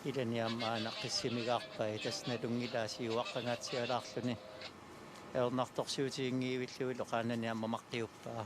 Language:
Kalaallisut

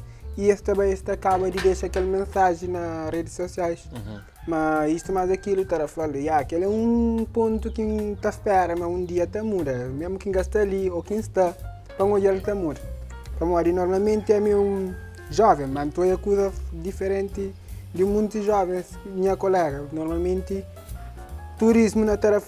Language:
Kabuverdianu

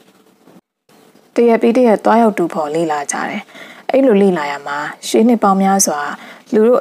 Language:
Burmese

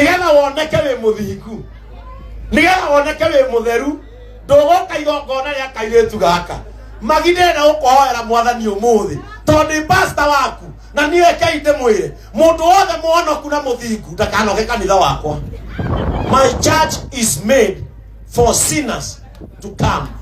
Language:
Kikuyu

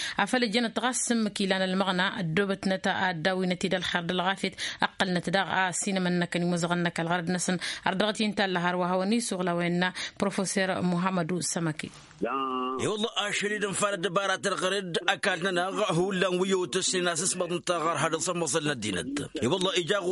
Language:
Tamasheq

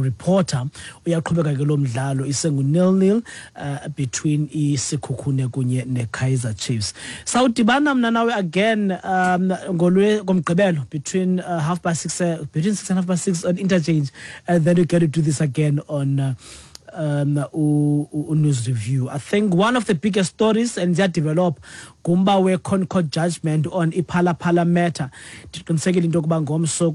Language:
Xhosa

